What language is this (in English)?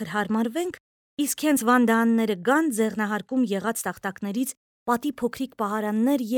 Armenian